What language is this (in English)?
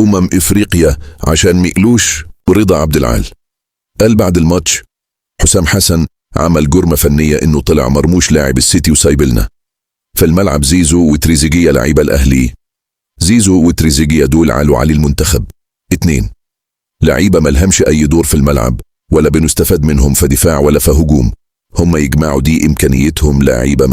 Egyptian Arabic